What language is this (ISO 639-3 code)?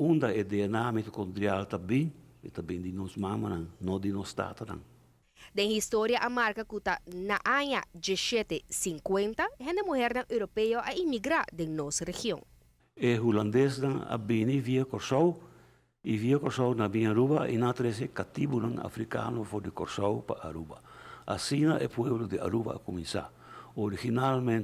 pap